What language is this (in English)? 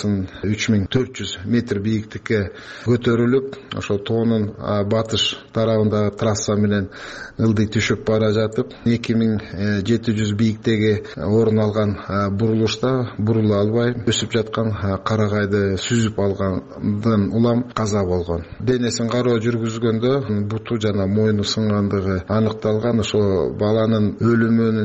Kyrgyz